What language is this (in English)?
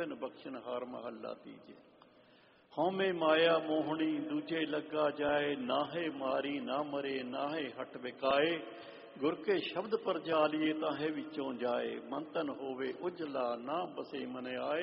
Punjabi